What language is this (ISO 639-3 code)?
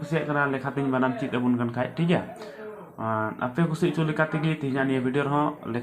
sat